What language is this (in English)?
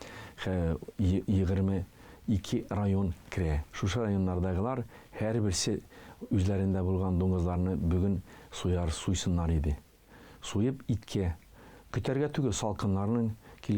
Tatar